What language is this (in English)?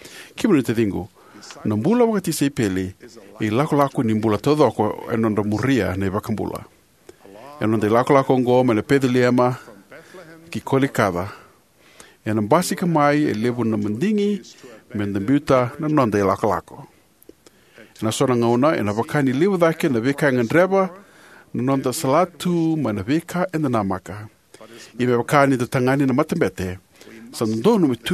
Fijian